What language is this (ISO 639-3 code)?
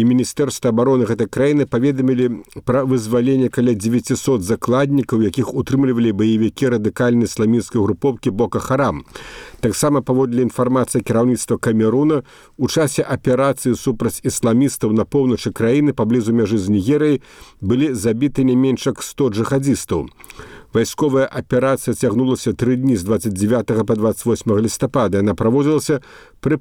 bel